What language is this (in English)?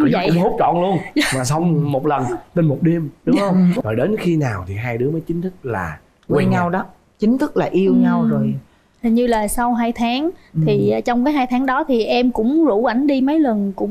Vietnamese